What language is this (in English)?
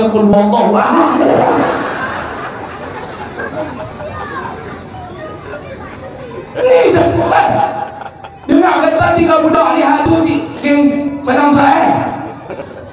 Malay